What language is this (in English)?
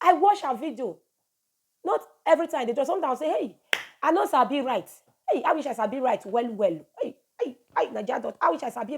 Nigerian Pidgin